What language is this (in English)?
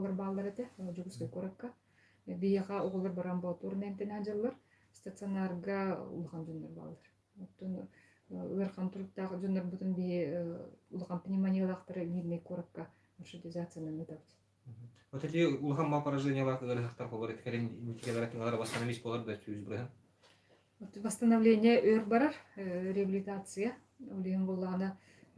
Yakut